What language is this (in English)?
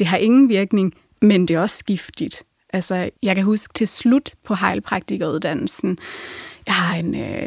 Danish